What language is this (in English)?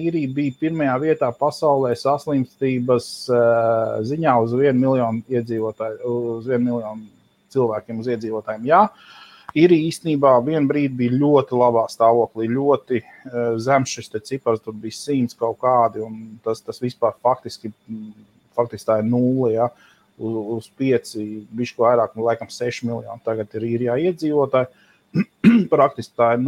Latvian